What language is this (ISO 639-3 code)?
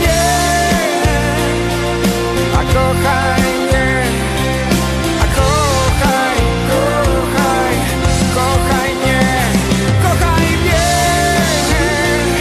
pol